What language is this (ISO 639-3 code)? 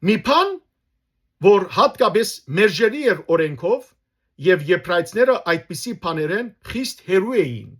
hyw